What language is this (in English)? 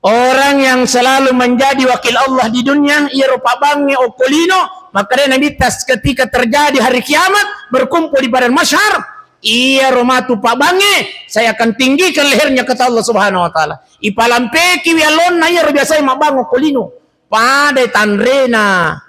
Buginese